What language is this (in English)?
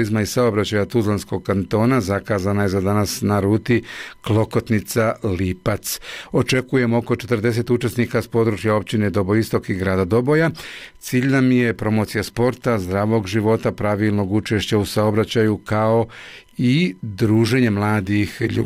Bosnian